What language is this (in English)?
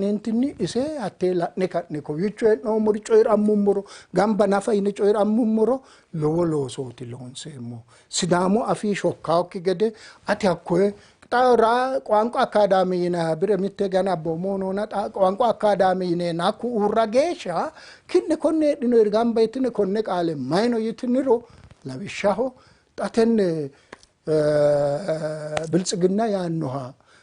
Sidamo